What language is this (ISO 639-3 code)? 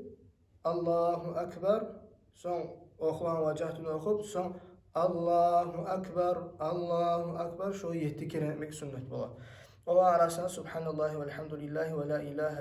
kum